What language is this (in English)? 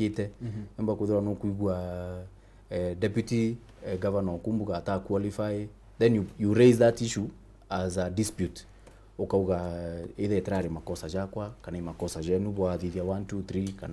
Meru